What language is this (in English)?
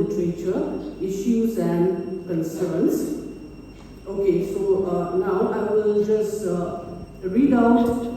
Mizo